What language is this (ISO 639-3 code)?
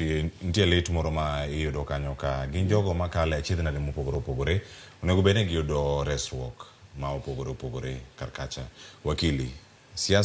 luo